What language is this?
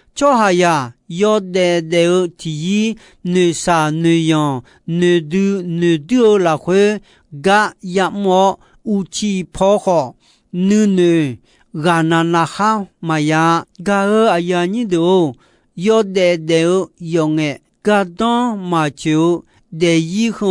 Akha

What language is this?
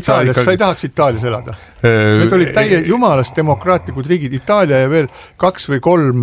Estonian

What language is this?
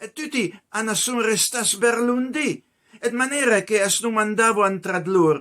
Piedmontese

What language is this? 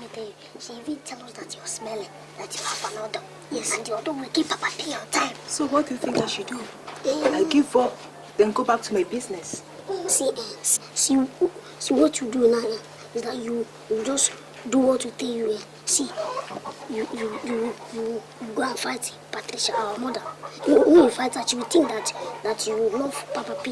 Nigerian Pidgin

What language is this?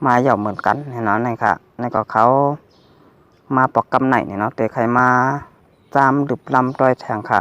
Shan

